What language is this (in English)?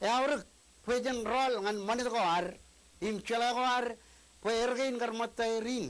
Marshallese